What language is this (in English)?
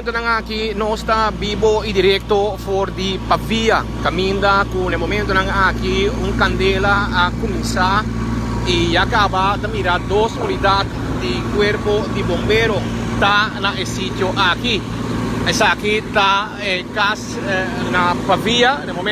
Papiamento